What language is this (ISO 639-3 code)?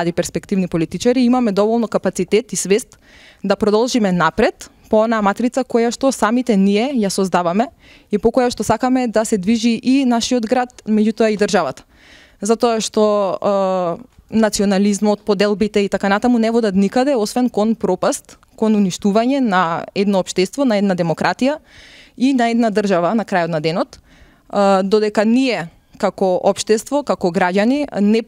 mkd